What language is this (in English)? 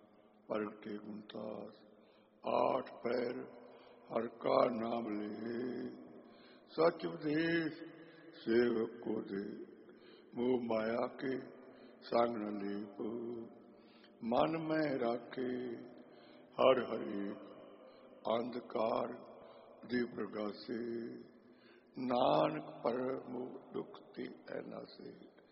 Punjabi